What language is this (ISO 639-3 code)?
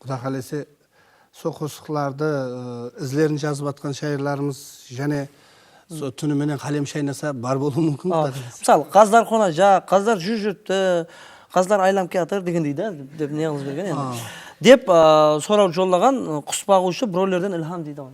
kaa